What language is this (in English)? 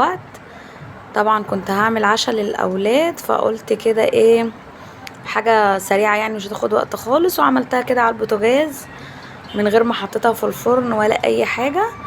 Egyptian Arabic